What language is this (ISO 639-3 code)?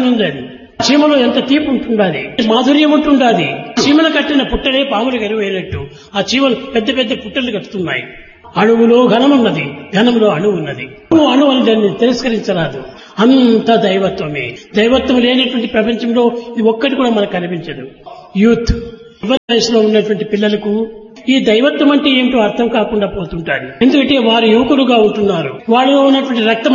tel